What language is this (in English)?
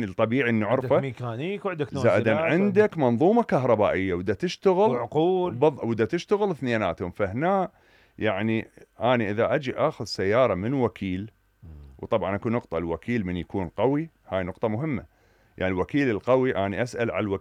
Mesopotamian Arabic